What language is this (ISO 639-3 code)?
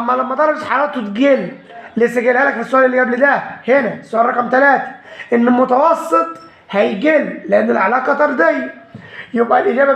arz